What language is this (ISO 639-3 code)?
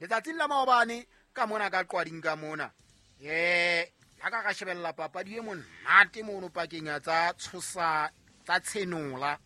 sot